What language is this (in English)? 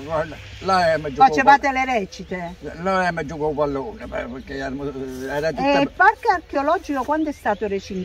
Italian